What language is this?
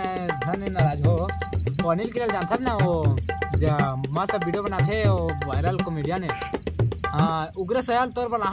Chhattisgarhi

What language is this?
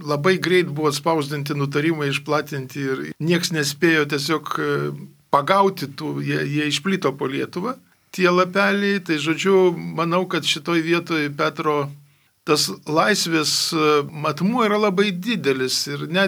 Lithuanian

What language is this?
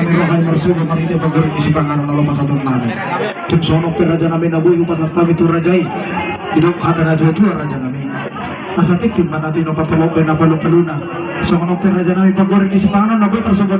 Batak Toba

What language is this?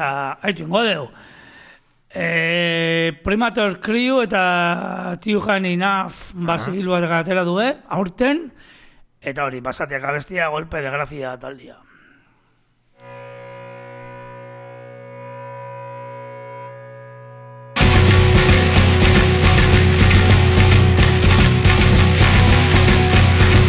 Basque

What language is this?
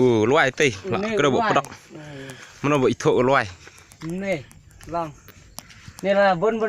Khasi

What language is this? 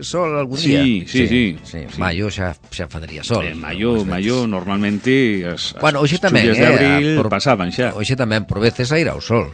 Galician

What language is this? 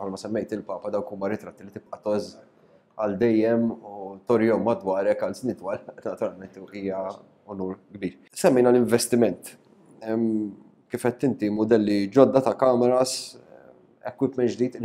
Maltese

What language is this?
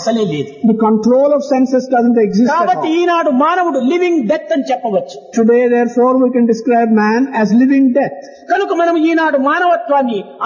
Telugu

